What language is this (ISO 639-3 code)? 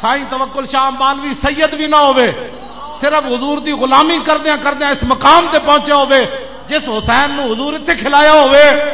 lah